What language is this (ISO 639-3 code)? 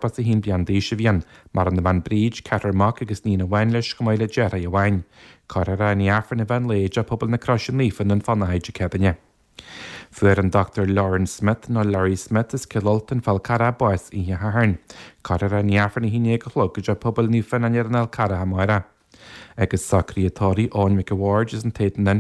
gle